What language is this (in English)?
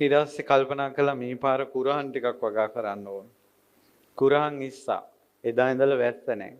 Sinhala